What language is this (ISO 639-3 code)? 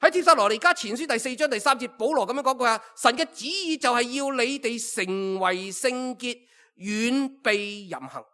yue